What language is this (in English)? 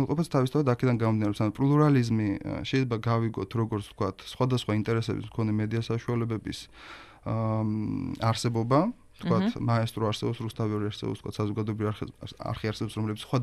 Georgian